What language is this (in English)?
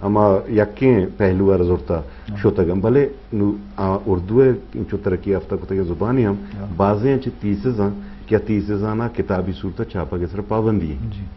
Eastern Balochi